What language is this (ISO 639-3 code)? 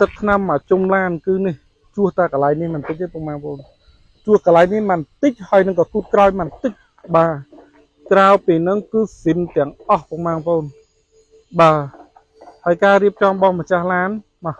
khm